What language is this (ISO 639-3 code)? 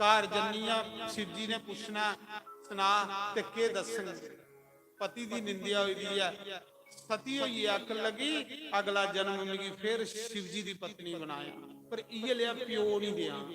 doi